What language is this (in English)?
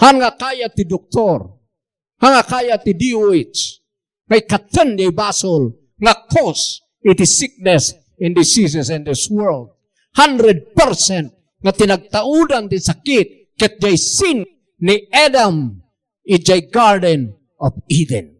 Iloko